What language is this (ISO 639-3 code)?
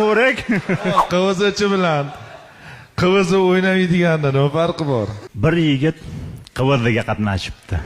uzb